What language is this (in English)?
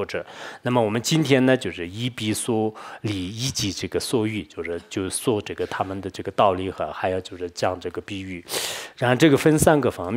Chinese